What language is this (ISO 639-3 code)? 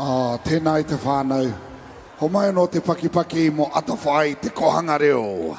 mri